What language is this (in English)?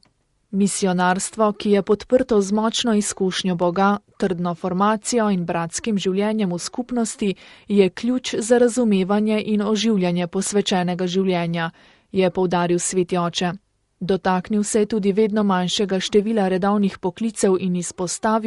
Slovenian